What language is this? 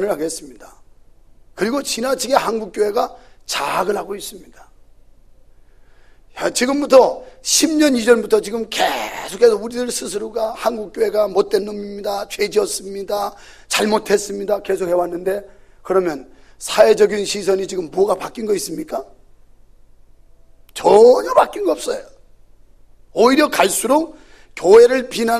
Korean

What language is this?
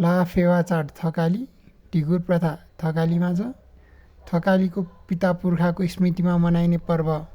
Nepali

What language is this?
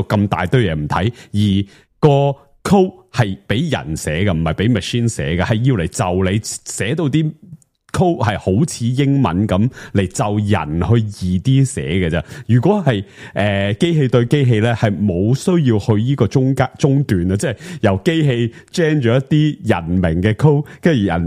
Cantonese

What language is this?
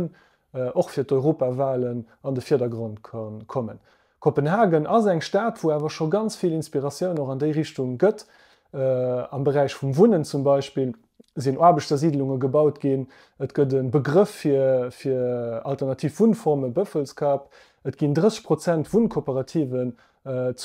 Luxembourgish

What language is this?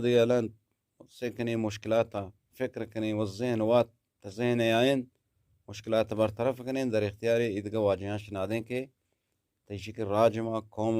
Eastern Balochi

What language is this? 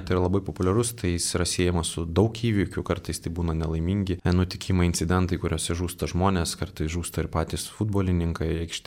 Lithuanian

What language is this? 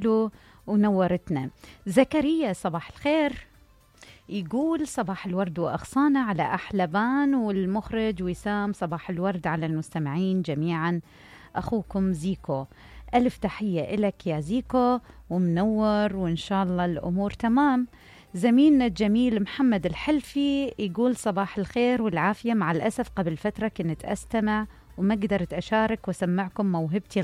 Mesopotamian Arabic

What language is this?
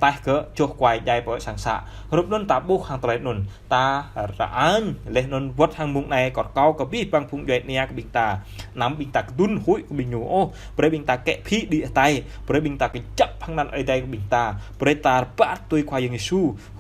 Jarai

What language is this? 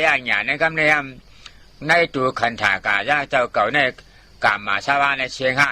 Shan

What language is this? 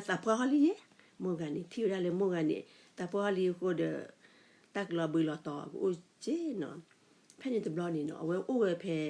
S'gaw Karen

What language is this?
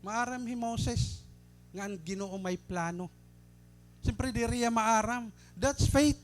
Waray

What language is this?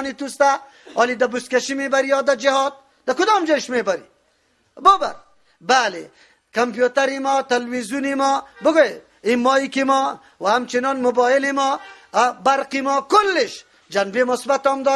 Persian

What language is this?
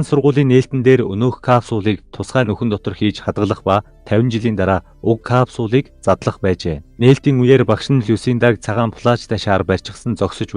Mongolian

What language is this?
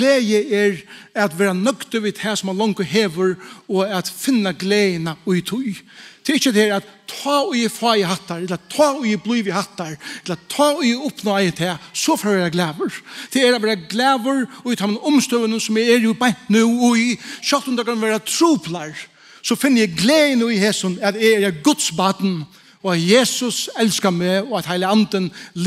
Faroese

